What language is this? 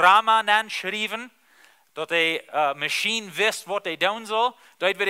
Plautdietsch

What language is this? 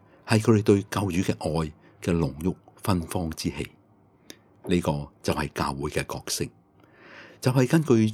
Cantonese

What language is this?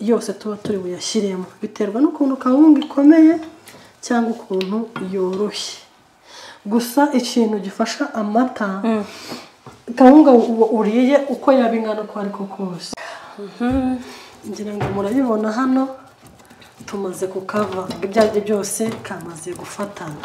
Kinyarwanda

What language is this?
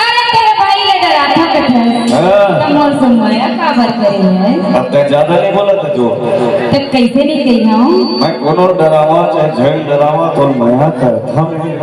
Chhattisgarhi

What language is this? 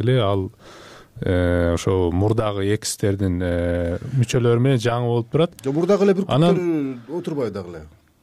Kyrgyz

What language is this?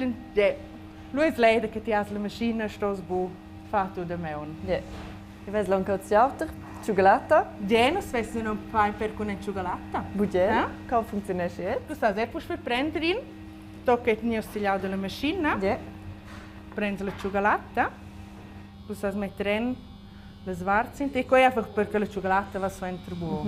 Romansh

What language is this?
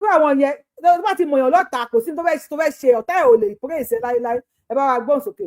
Yoruba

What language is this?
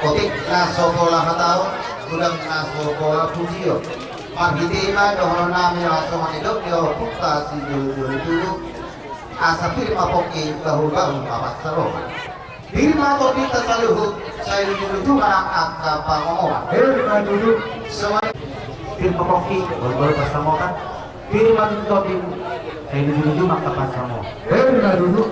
Batak Toba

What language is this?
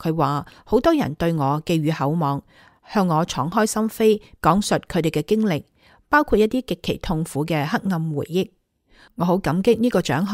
Cantonese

